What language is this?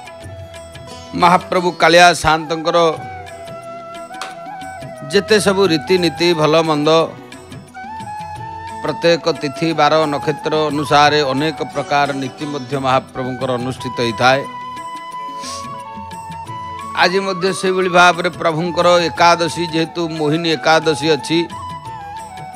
Odia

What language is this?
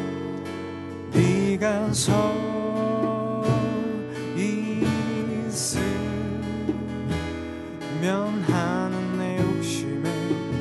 Korean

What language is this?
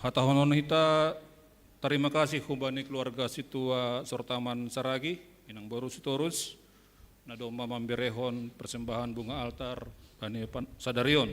Batak Simalungun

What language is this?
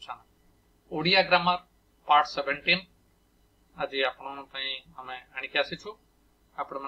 Odia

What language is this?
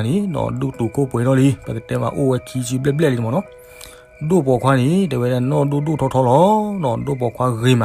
S'gaw Karen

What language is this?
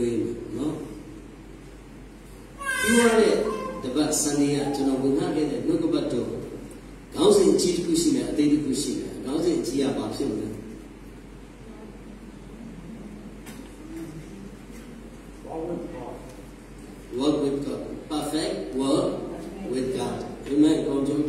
Burmese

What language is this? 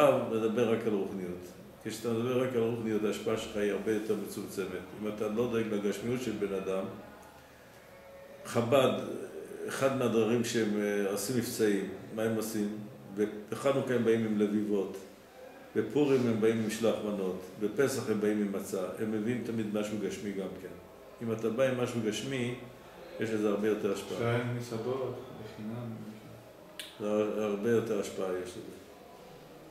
Hebrew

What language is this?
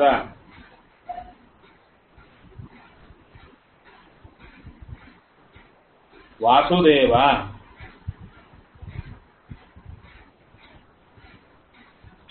Kannada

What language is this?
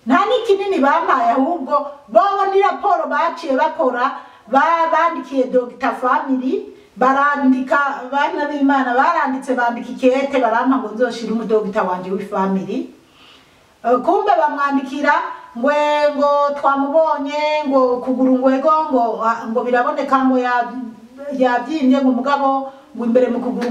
Rundi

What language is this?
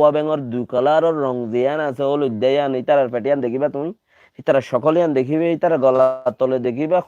Rohingya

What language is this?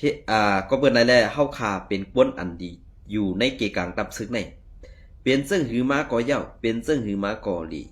Shan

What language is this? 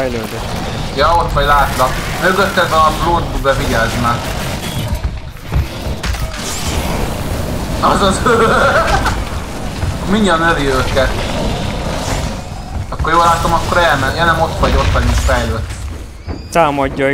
Hungarian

